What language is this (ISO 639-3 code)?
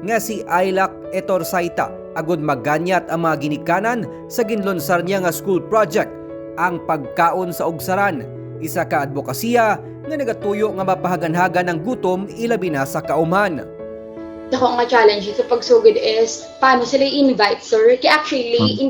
hil